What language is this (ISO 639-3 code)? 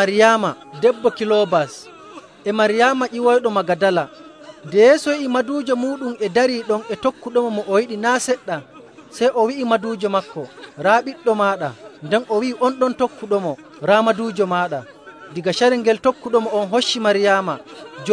fuv